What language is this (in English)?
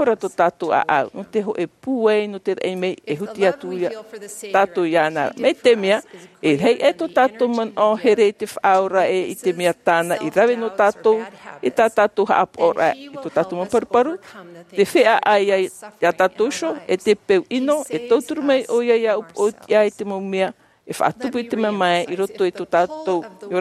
Tahitian